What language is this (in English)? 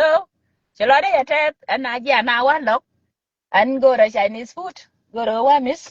Nuer